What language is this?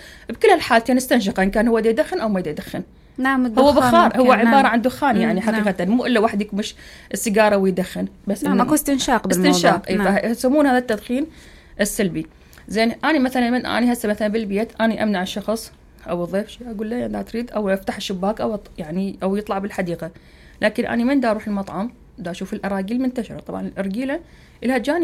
Mesopotamian Arabic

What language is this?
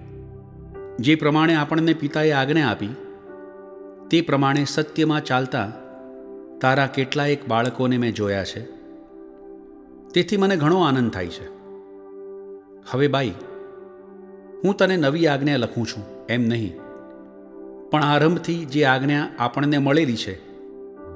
Gujarati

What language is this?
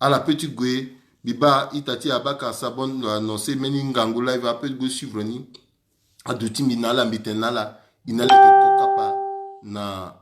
Sango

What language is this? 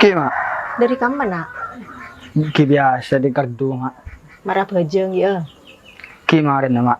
Madurese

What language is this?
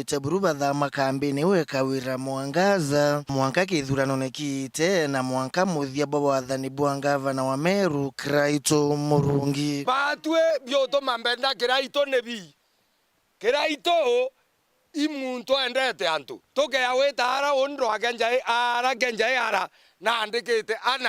Meru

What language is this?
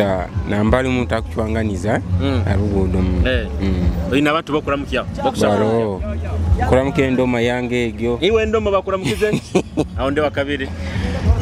Nyoro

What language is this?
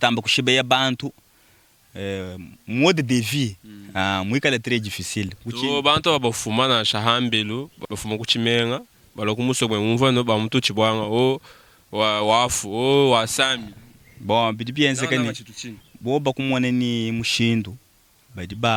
Luba-Lulua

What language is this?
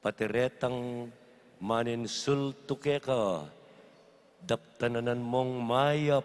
Pampanga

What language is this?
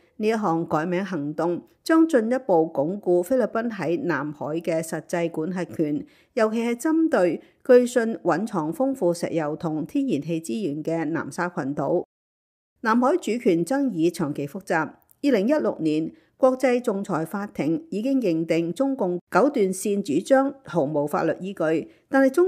Cantonese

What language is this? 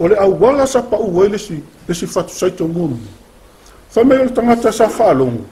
Samoan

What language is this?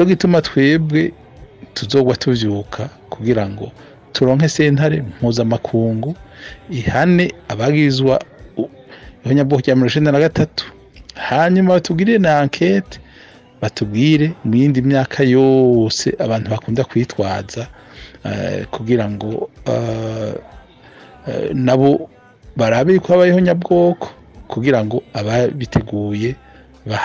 Rundi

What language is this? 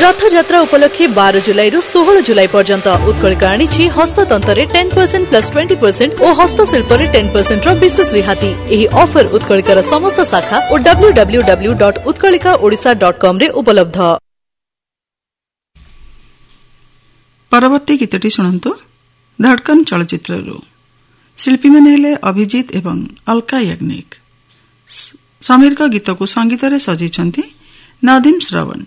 Odia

